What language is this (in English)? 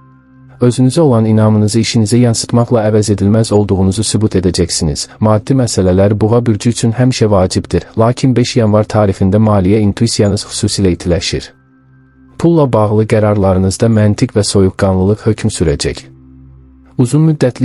Azerbaijani